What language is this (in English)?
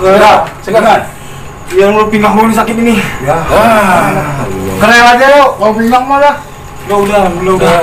Betawi